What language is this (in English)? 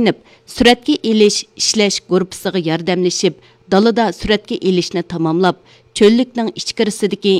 Uyghur